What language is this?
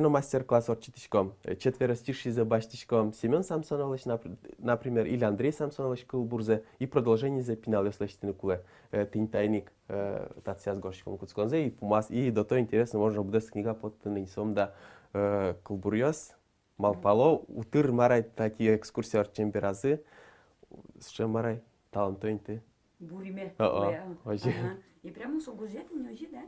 Udmurt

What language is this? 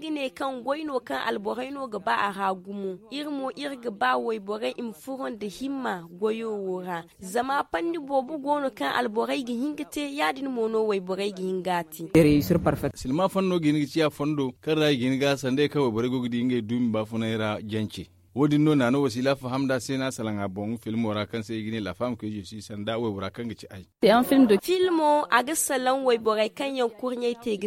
Zarma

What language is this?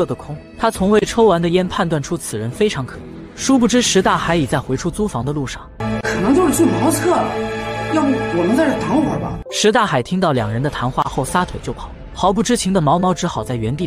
Chinese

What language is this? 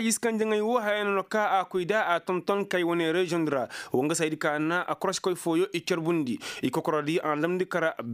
Koyraboro Senni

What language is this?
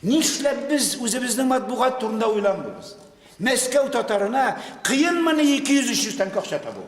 Tatar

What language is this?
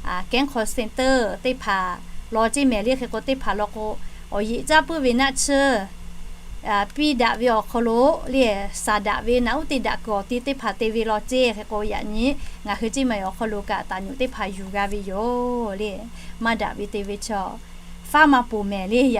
Lahu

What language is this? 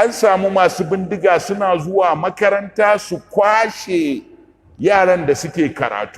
Hausa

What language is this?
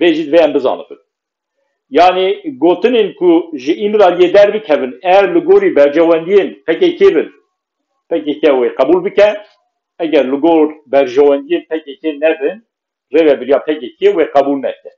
Kurdish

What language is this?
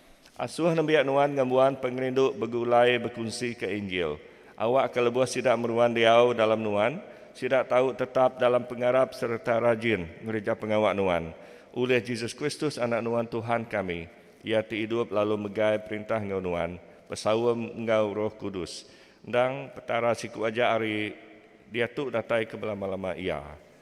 Iban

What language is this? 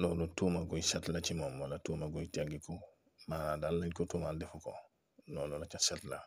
Wolof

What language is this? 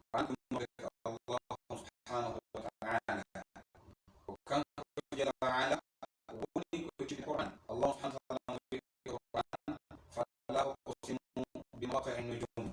Pular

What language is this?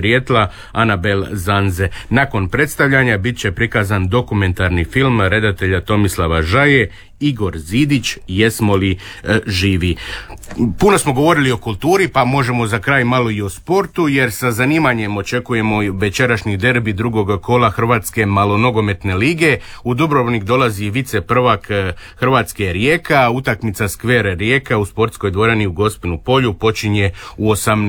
Croatian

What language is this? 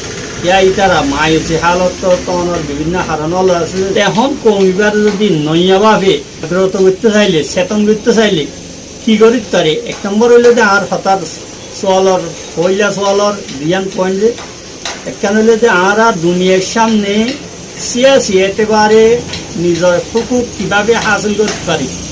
Rohingya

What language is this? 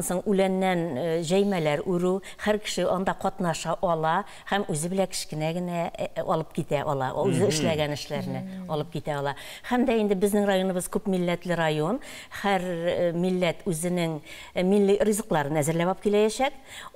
Tatar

